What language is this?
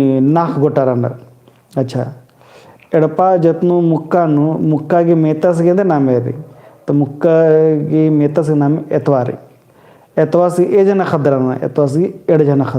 Kurukh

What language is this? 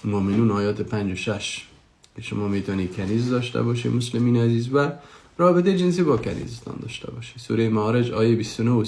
Persian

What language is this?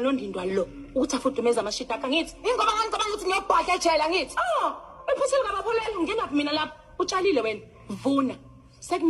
Zulu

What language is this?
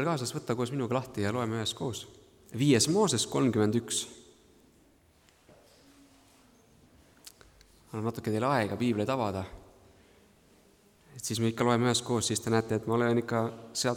Estonian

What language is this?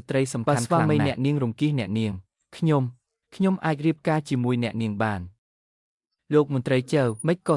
Khmer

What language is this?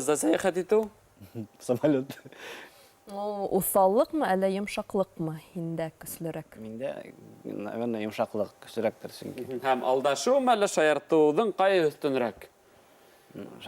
Bashkir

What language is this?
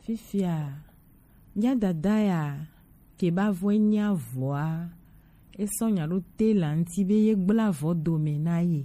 Gen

